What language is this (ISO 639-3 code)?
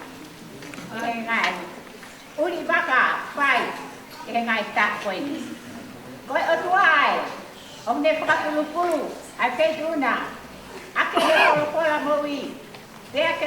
ton